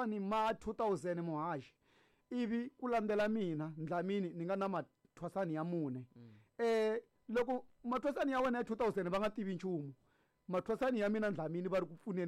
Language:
Tsonga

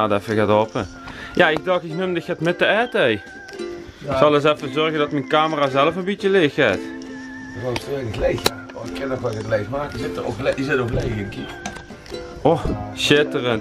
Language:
Limburgish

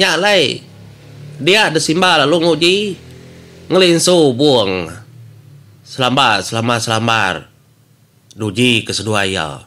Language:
Iban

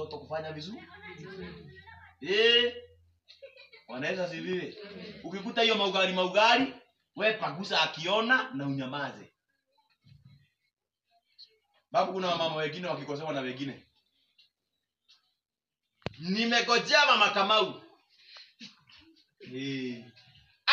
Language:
Swahili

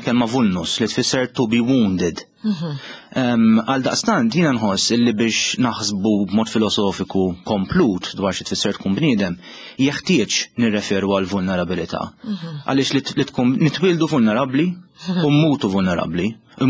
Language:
Maltese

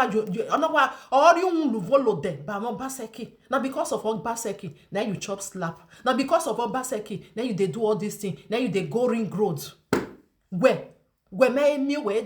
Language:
Nigerian Pidgin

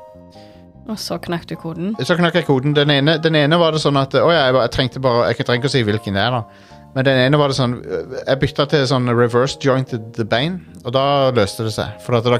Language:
Norwegian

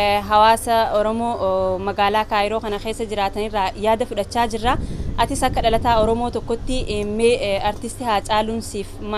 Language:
Oromo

